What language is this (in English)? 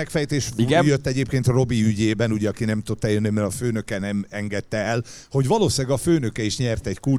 Hungarian